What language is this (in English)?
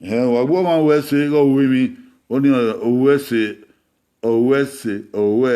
Bini